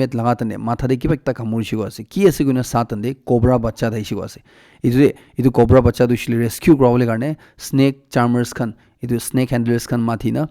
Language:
Naga Pidgin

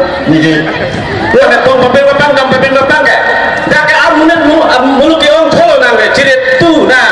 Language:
Karbi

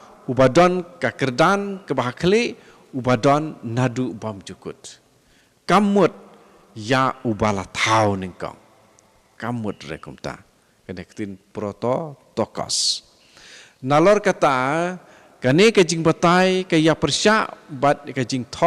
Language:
Khasi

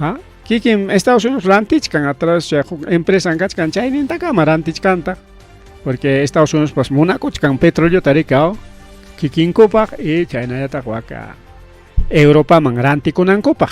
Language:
Ayacucho Quechua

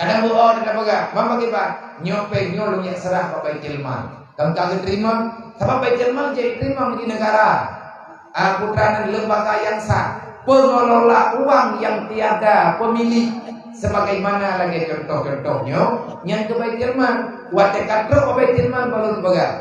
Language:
Achinese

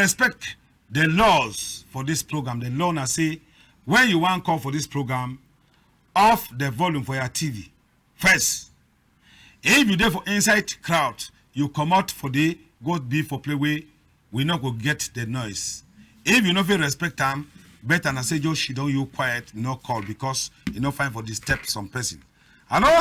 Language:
Cameroon Pidgin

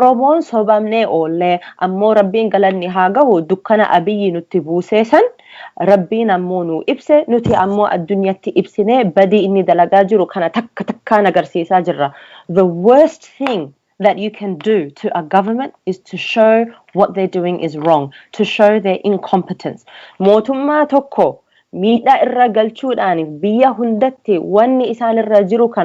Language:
Oromo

